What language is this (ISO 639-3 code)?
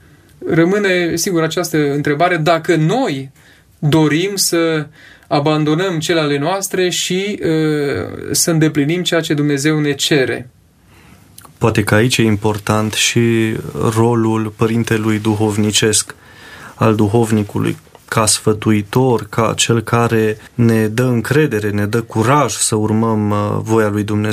ron